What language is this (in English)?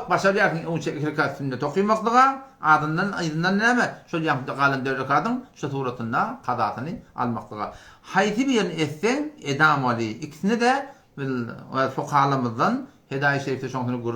Turkmen